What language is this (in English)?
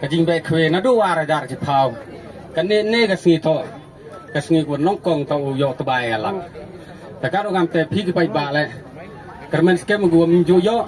Khasi